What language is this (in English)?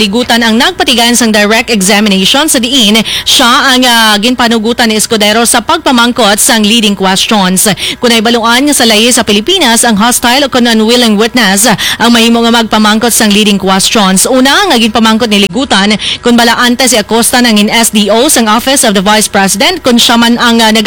Hiligaynon